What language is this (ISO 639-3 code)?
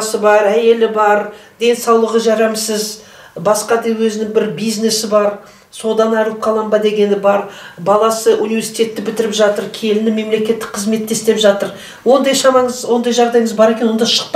kaz